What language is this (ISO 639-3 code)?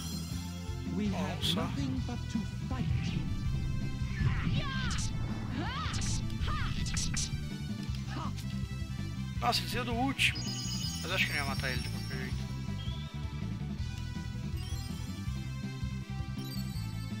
por